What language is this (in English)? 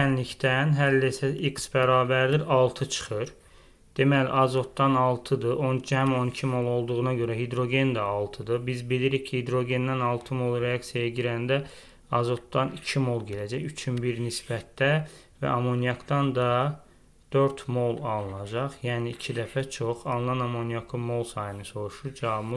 Azerbaijani